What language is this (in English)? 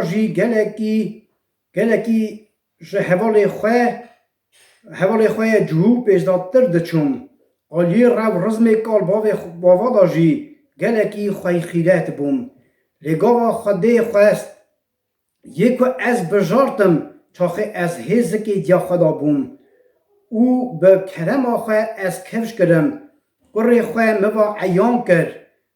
Kurdish